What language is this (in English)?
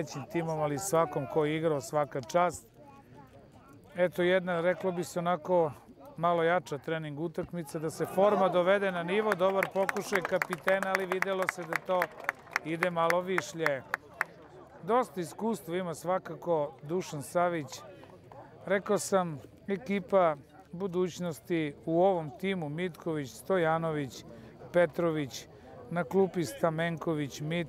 Serbian